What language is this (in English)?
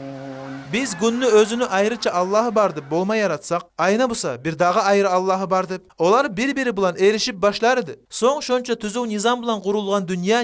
Kumyk